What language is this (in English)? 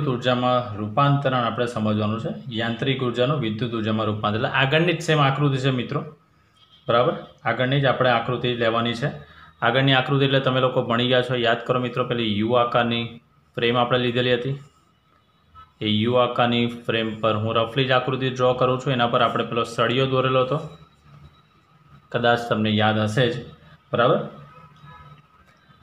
Gujarati